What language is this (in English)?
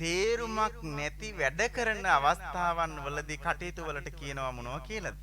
Sinhala